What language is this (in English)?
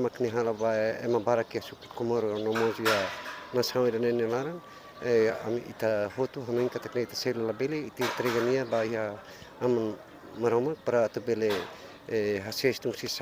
Tetum